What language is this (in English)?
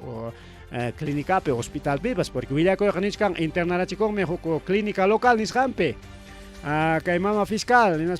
Ayacucho Quechua